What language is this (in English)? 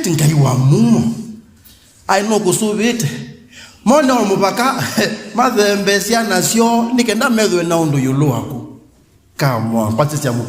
Kamba